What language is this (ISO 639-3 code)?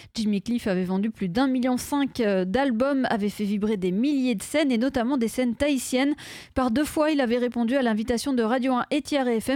fra